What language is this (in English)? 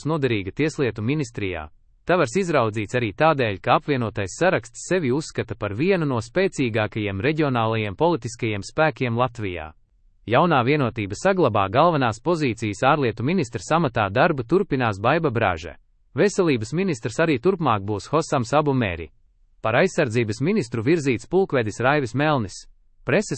Latvian